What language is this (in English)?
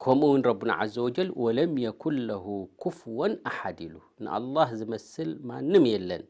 Tigrinya